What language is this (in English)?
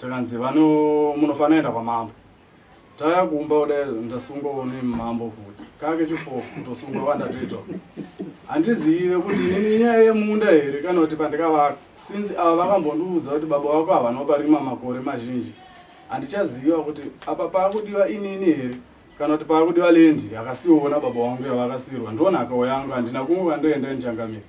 Shona